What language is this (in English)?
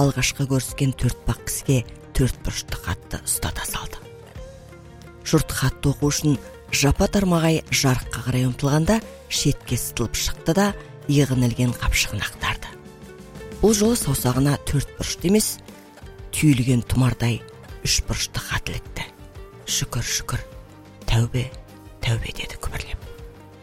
Kazakh